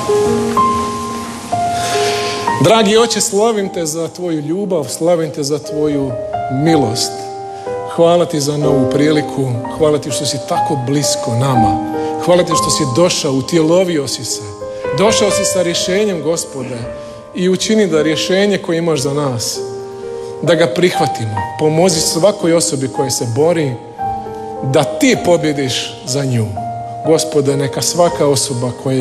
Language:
Croatian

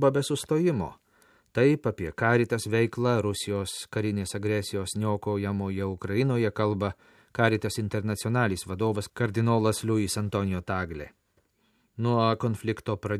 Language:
Lithuanian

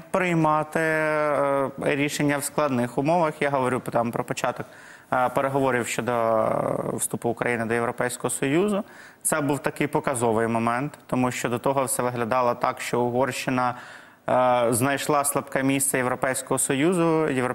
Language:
Ukrainian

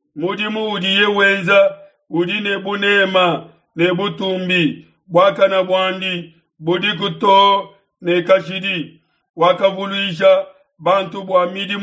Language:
Luba-Lulua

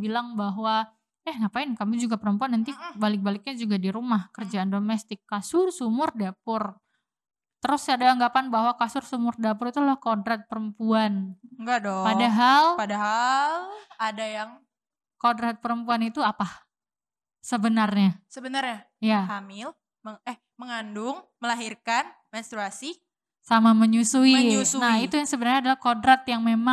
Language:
Indonesian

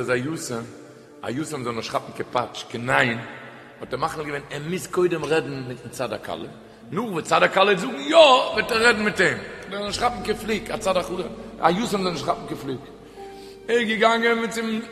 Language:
Yiddish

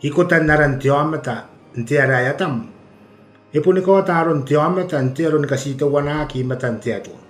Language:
Gilbertese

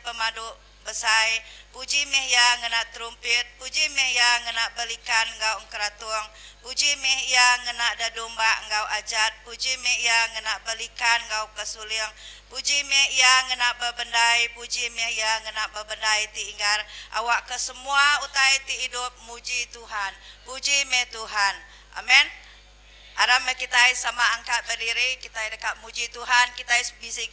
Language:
Iban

